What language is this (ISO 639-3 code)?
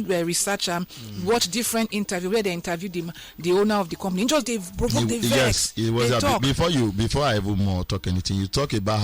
pcm